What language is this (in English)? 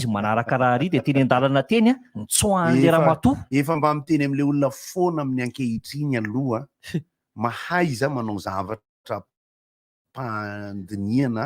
Malagasy